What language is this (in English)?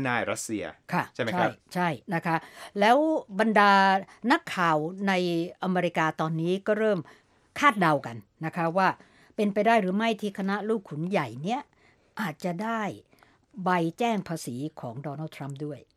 Thai